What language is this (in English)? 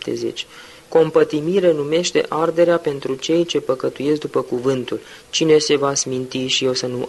Romanian